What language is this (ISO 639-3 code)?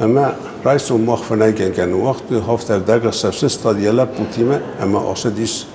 oss